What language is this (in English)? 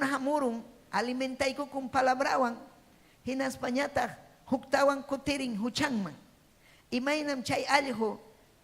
Ayacucho Quechua